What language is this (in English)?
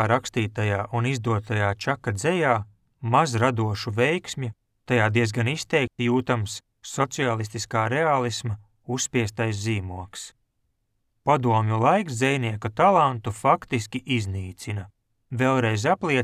Latvian